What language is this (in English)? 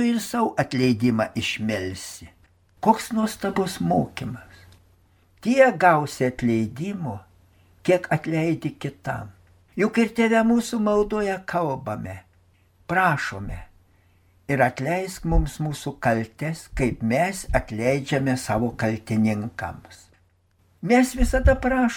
Lithuanian